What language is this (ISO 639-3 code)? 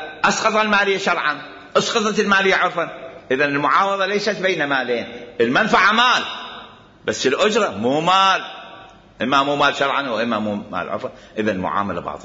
acm